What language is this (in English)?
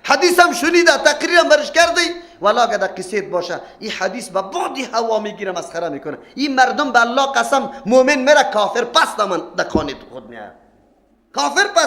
Persian